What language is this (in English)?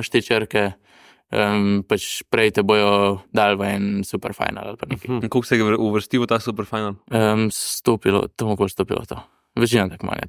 Slovenian